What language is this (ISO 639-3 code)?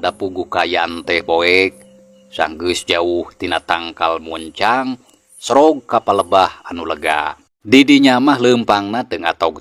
sun